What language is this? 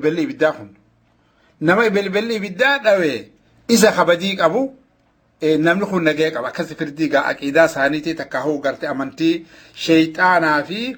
Oromo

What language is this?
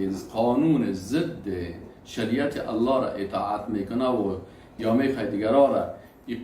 Persian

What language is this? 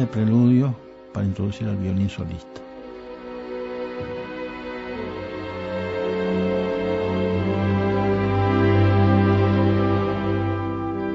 Spanish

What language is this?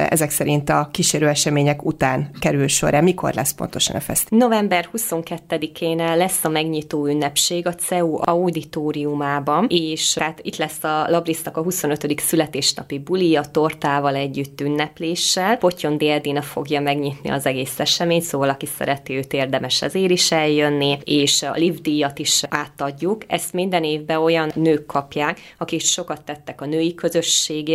Hungarian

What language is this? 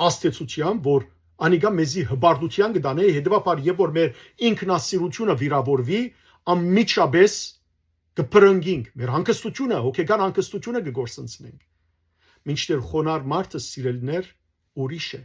Western Armenian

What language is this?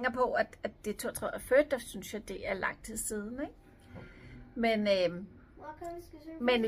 Danish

